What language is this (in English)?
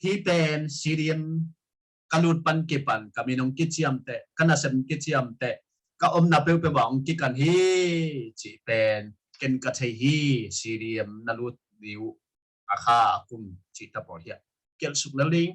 Tedim Chin